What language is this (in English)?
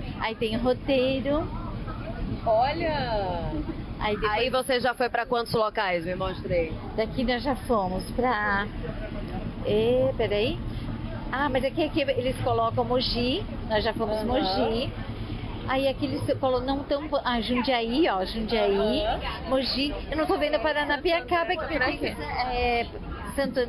Portuguese